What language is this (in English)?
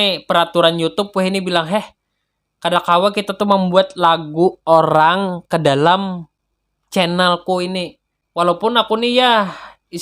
Banjar